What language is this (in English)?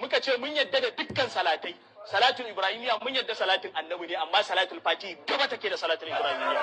Hausa